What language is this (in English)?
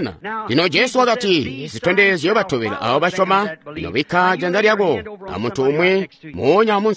Tonga (Zambia)